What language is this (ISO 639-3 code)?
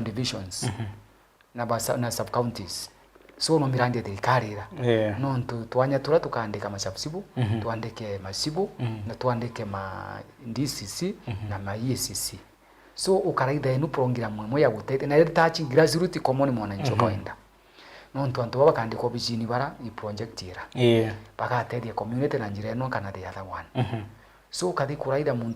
mer